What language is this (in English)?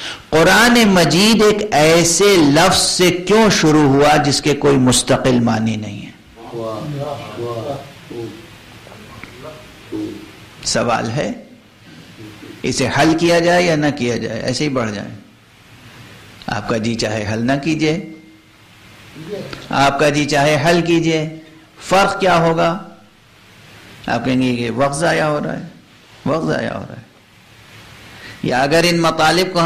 Urdu